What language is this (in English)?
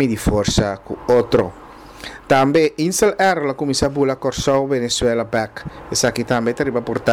Papiamento